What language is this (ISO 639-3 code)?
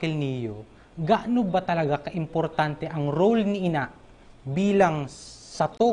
bik